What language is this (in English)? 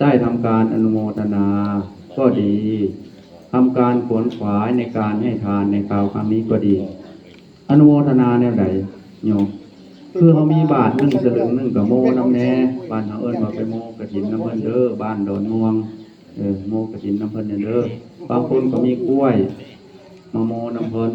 Northeastern Thai